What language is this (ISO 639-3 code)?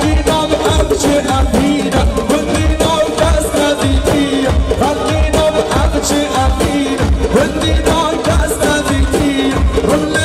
kur